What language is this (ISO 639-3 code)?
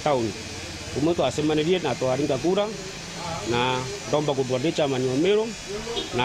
mer